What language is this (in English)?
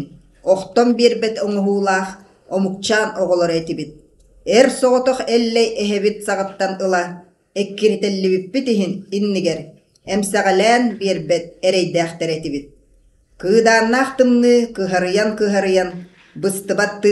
Yakut